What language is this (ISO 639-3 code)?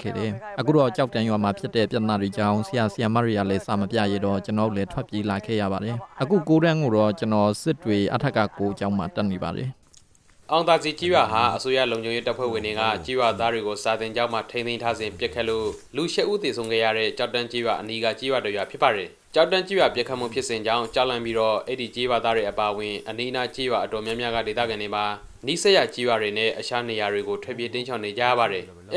mya